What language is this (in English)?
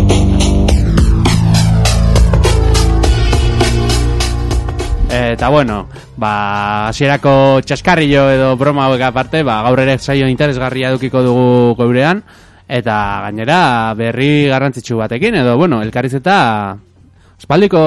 Basque